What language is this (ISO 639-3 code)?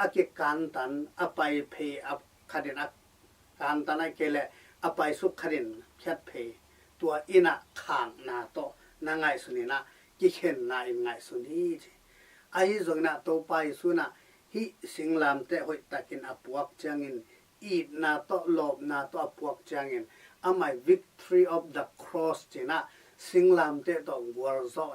ctd